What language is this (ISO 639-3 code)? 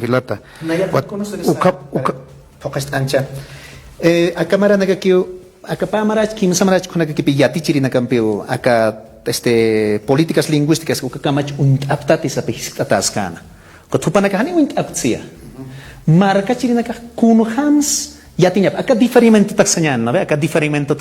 aym